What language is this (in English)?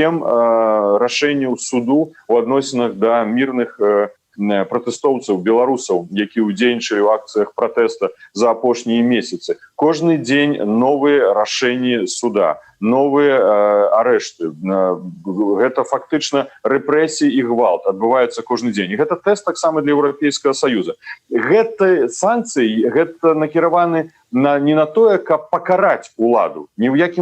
Belarusian